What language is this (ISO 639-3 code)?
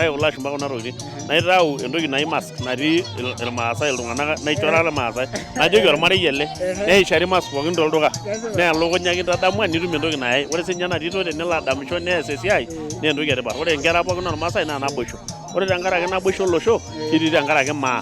mas